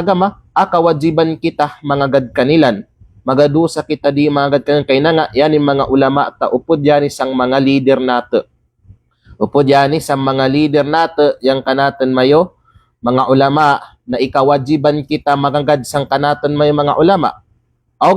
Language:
Kalagan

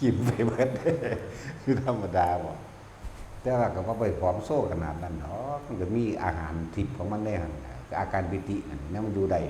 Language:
Northeastern Thai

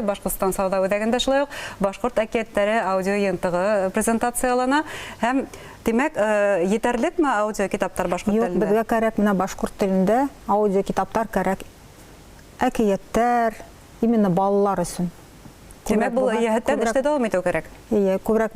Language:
Bashkir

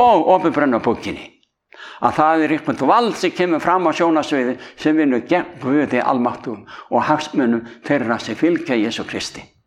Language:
Icelandic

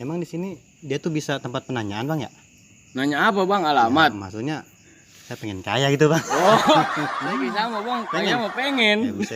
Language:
Betawi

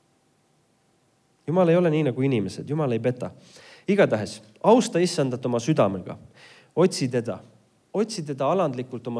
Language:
Estonian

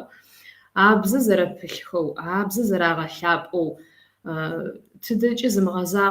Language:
Kabardian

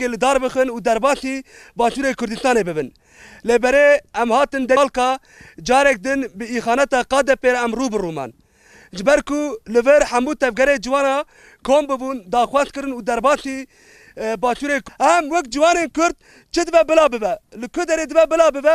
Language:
Kurdish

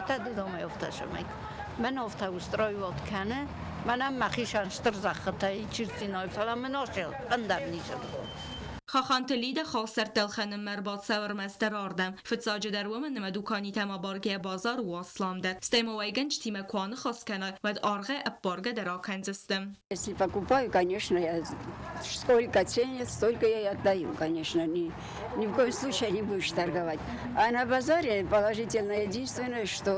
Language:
Ossetic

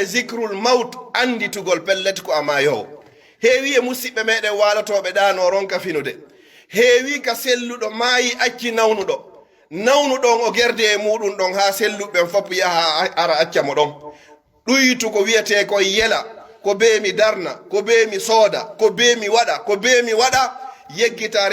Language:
Pular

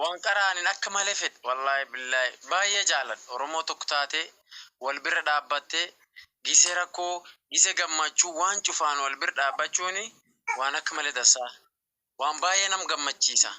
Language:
Oromo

